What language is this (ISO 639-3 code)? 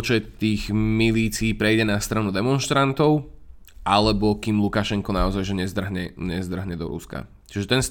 slk